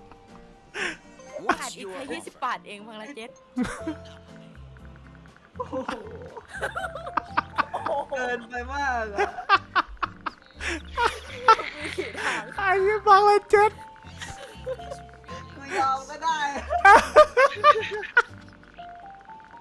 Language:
Thai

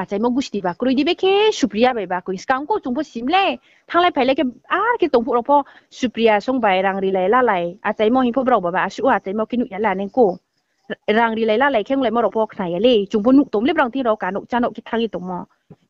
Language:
Riang (India)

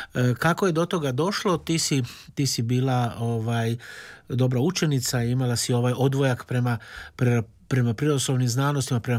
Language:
Croatian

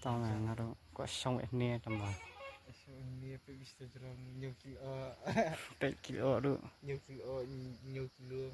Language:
Khasi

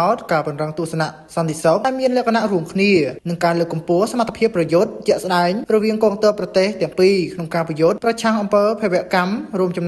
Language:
Khmer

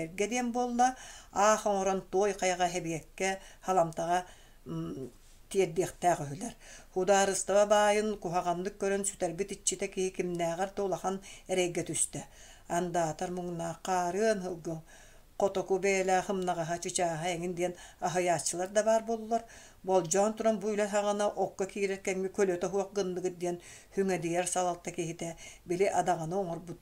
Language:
Yakut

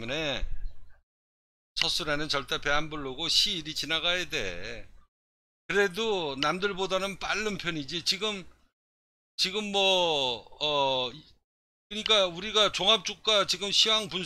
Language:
Korean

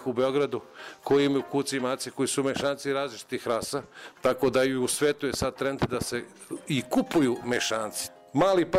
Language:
Serbian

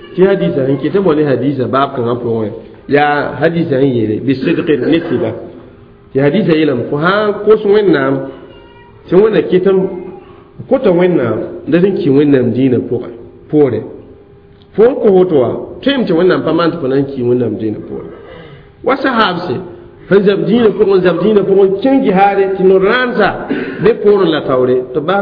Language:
Mossi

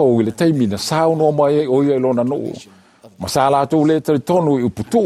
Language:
Samoan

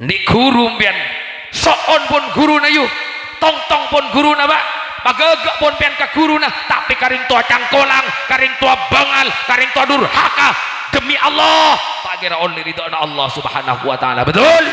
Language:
Madurese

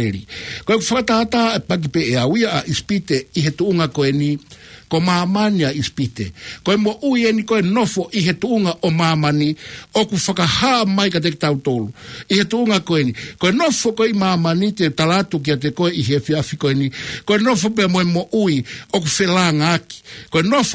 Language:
Tongan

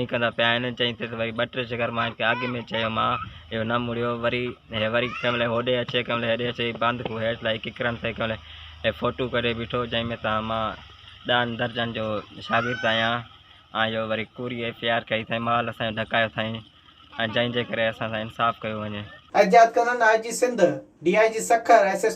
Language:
Sindhi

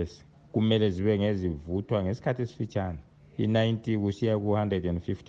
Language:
North Ndebele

